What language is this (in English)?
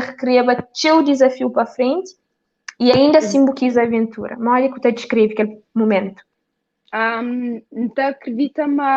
Kabuverdianu